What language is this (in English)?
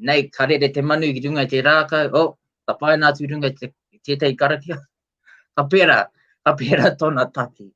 Māori